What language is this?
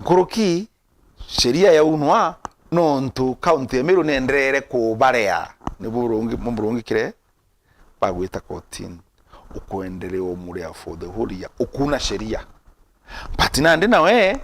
Meru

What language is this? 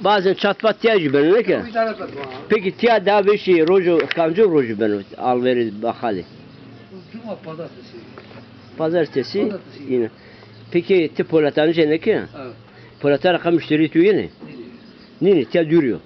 Zaza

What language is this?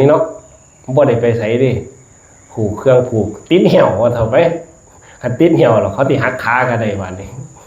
Northeastern Thai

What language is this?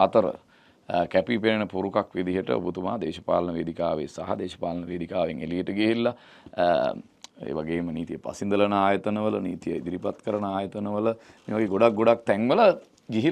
Sinhala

